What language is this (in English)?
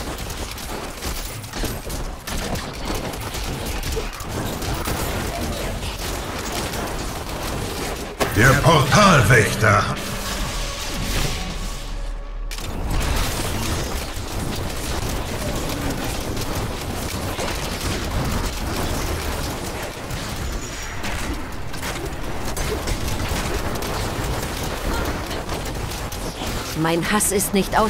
German